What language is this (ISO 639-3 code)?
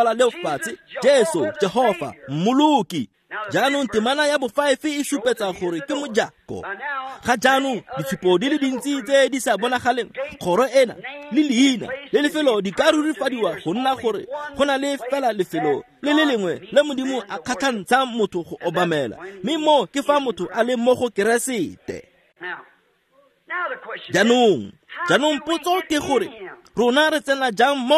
tsn